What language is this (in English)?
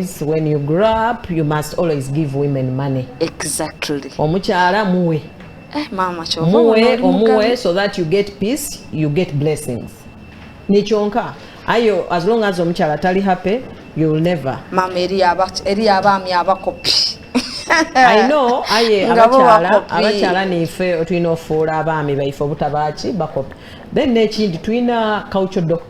Soga